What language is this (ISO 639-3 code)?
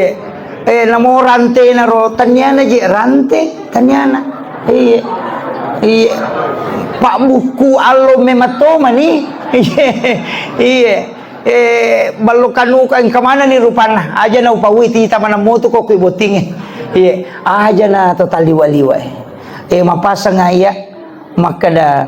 bug